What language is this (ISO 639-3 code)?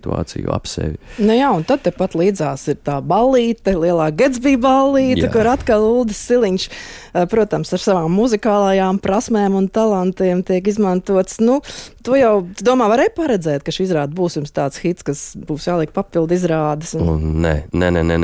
lav